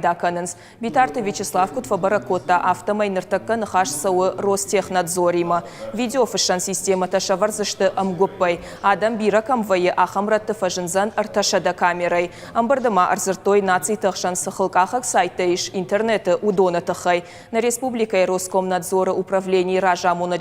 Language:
Ossetic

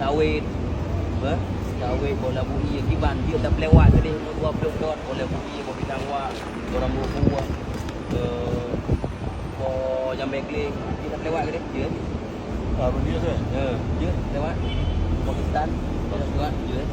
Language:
Achinese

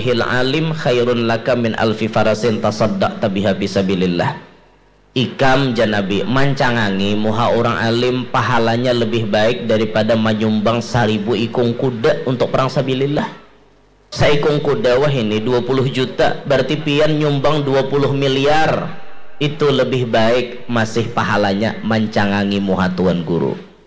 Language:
Banjar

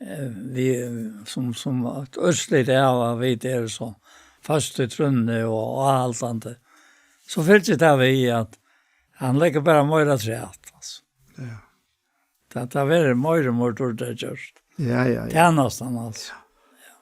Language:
Faroese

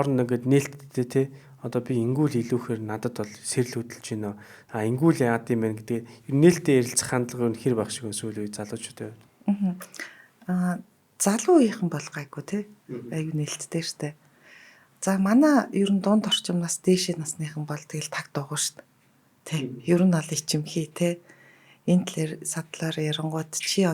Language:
Mongolian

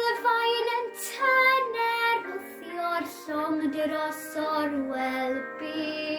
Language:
Welsh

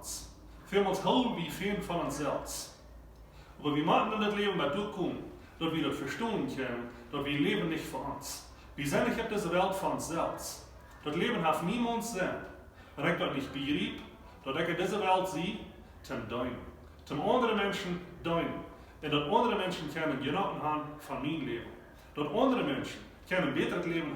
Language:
Plautdietsch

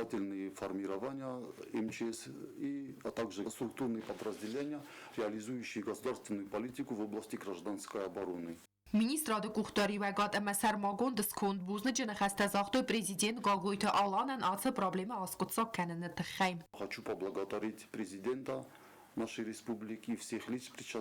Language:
Ossetic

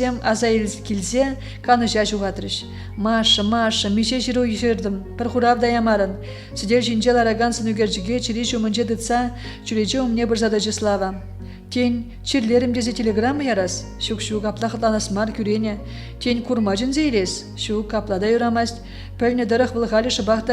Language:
Chuvash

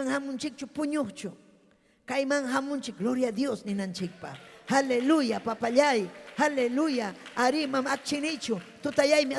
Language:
Ayacucho Quechua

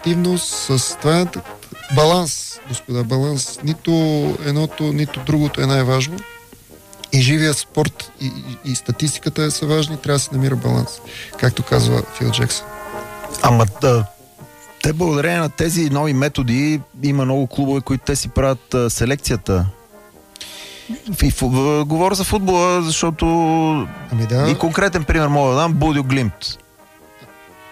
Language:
Bulgarian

